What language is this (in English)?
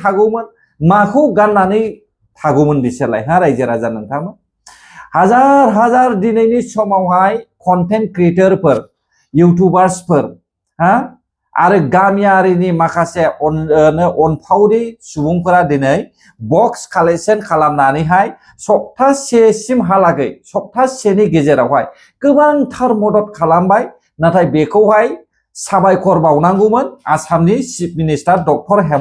Bodo